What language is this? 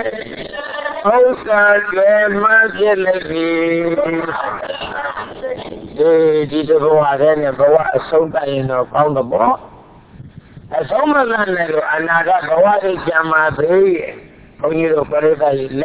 Burmese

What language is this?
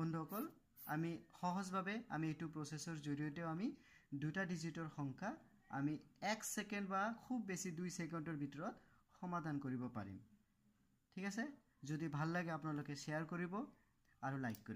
Assamese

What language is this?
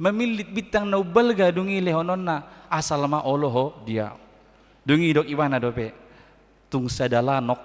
Batak Toba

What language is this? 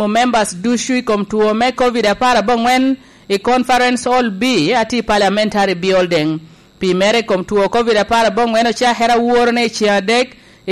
Lango (Uganda)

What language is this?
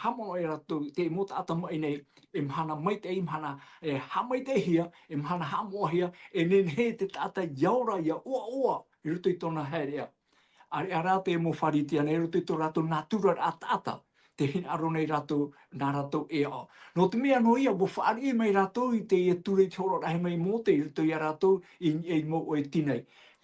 Tahitian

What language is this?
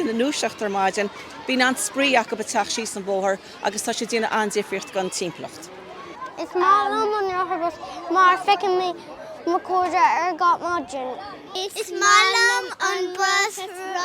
Irish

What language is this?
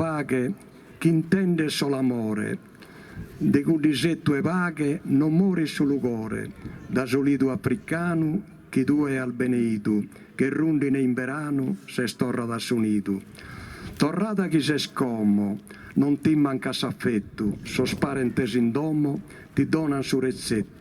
Sardinian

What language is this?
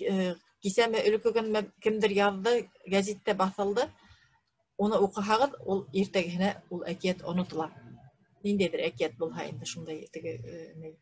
Bashkir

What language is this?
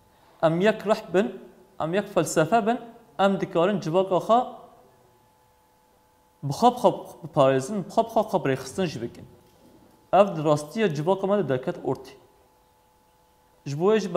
Kurdish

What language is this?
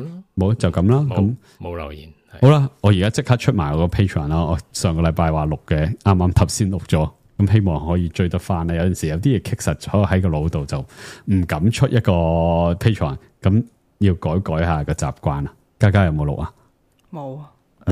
Cantonese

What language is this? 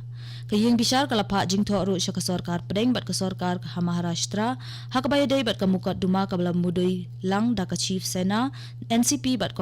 Khasi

